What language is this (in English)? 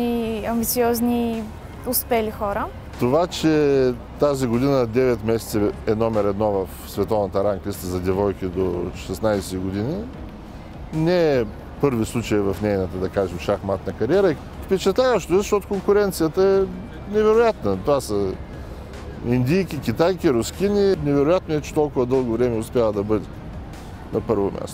Bulgarian